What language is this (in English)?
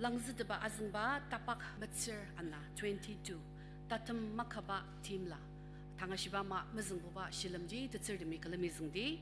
Ao Naga